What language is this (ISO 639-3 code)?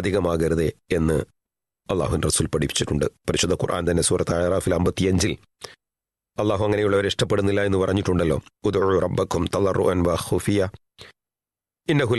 mal